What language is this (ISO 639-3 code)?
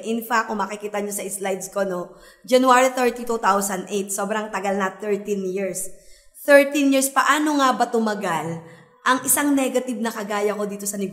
fil